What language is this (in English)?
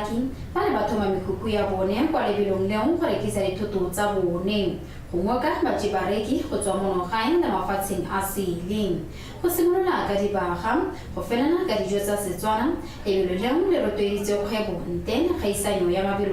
Tswana